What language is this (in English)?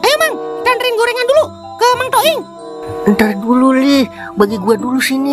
Betawi